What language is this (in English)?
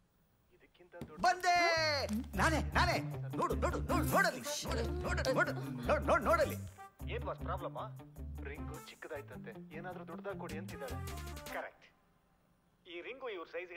Kannada